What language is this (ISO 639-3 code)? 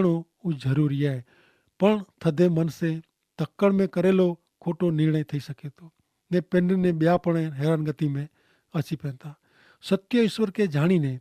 kfr